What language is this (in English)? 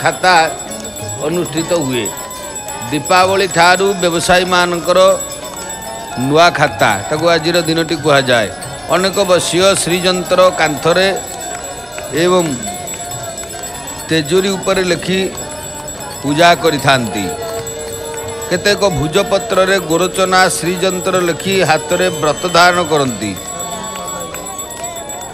Odia